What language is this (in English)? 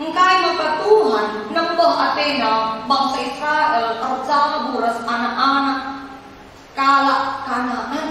Batak Karo